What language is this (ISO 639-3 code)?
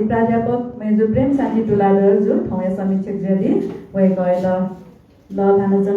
new